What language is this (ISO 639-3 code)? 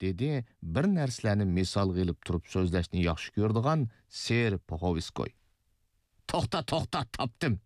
uig